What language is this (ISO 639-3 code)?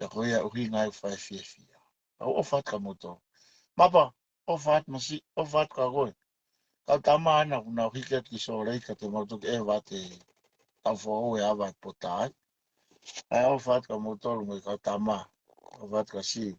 ton